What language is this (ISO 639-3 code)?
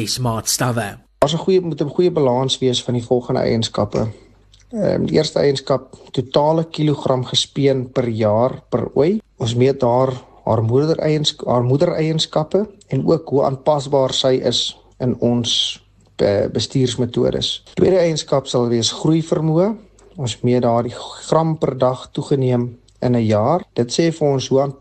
afr